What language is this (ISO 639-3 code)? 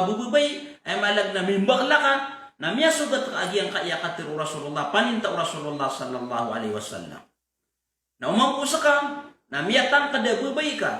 mrw